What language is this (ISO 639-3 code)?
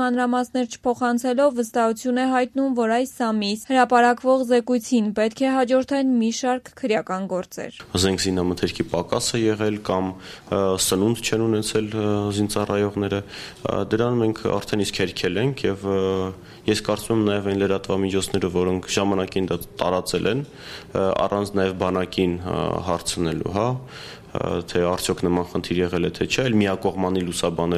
hye